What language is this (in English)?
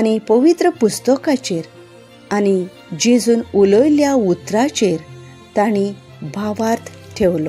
Konkani